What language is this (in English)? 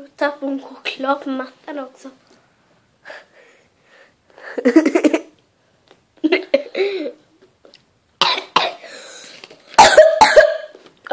Swedish